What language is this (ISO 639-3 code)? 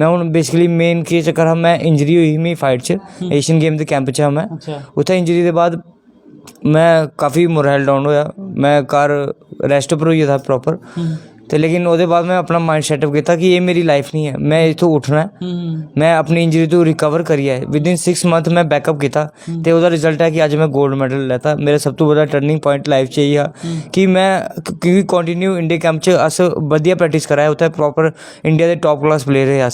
doi